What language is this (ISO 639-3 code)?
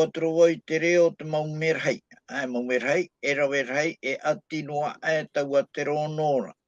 tah